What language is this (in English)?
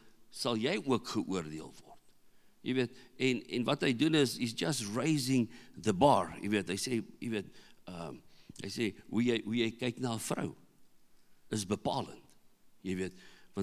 Afrikaans